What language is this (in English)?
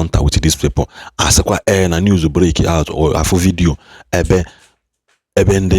Igbo